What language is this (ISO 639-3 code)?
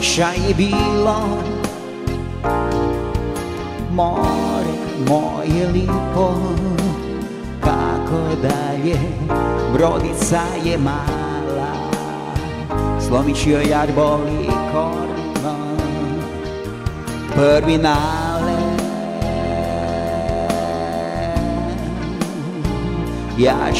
hrv